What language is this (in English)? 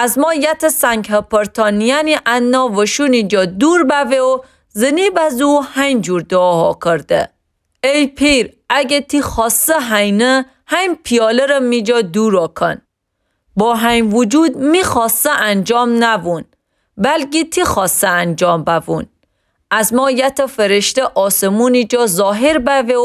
Gilaki